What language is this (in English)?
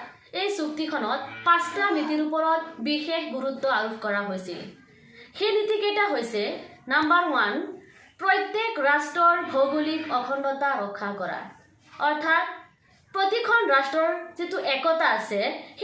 Assamese